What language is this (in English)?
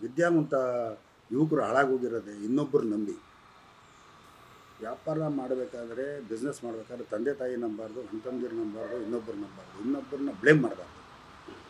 Kannada